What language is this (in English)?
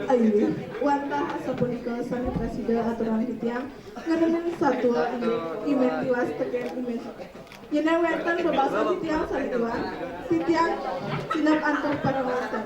Balinese